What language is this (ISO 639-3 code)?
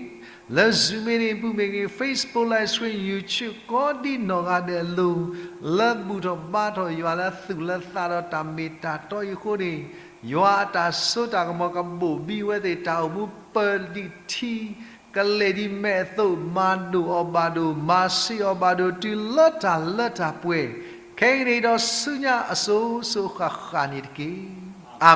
ksw